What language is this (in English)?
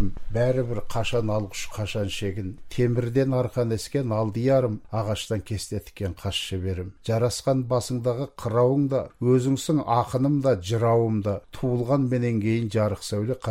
Kazakh